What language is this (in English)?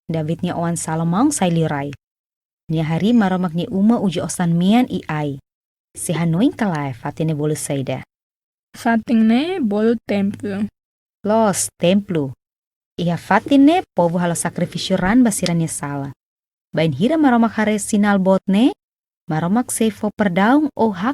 Tetum